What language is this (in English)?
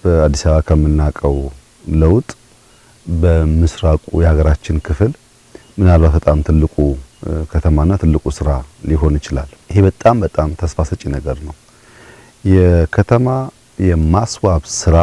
Amharic